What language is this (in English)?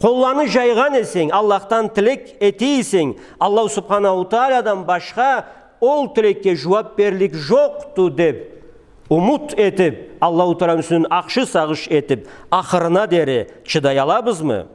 Karachay-Balkar